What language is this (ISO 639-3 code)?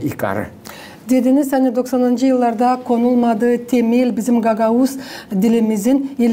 gag